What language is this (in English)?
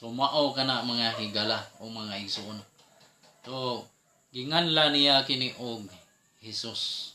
Cebuano